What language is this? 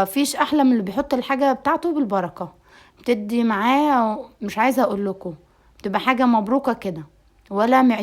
Egyptian Arabic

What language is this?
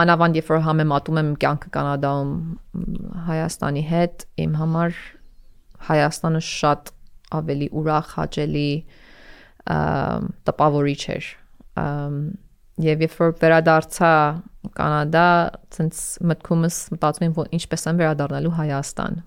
Armenian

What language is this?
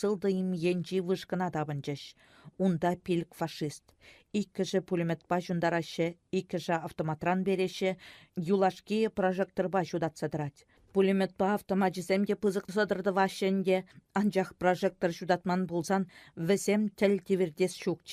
Chuvash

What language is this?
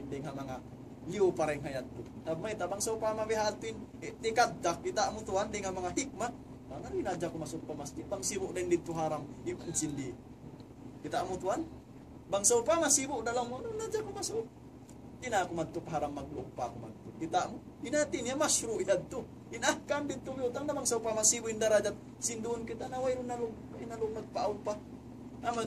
Tausug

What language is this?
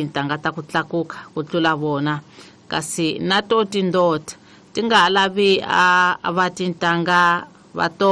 Tsonga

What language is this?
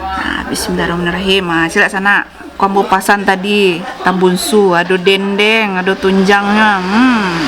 Minangkabau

